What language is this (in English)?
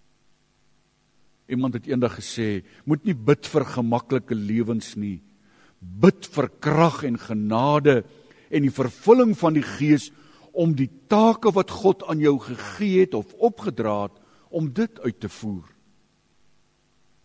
Afrikaans